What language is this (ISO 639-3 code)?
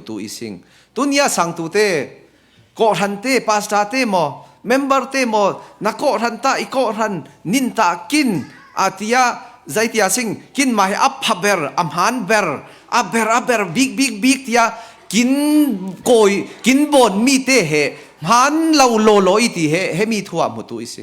cfm